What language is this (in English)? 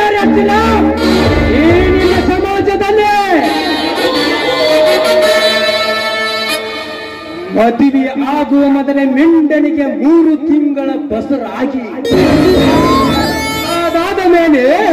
Kannada